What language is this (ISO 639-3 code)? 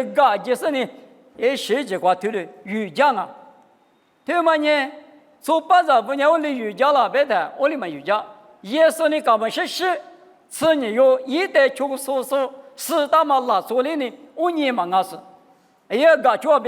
lis